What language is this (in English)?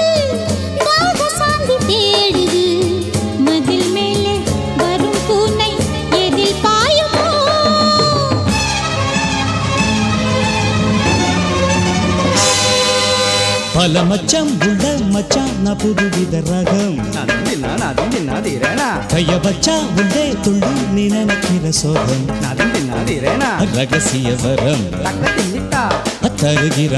Tamil